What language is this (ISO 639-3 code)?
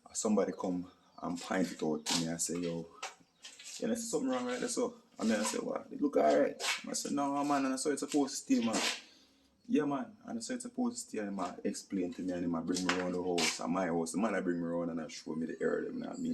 jam